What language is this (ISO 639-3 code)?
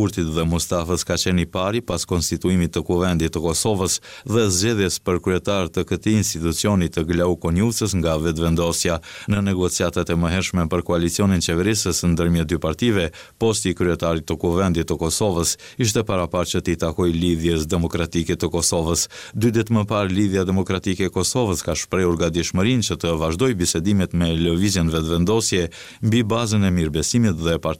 sqi